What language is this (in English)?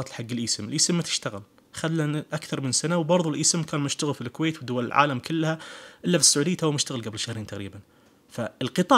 Najdi Arabic